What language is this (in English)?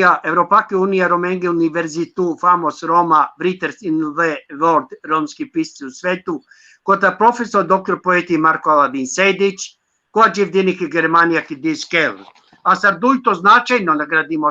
Balkan Romani